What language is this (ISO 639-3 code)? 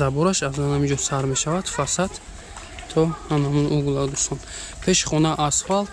tgk